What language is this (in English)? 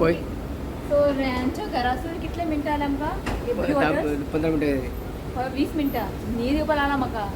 Konkani